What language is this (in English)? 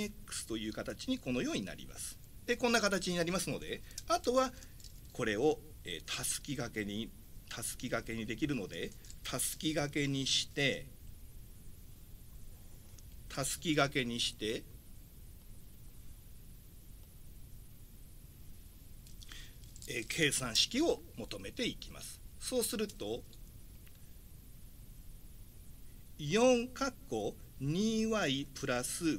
Japanese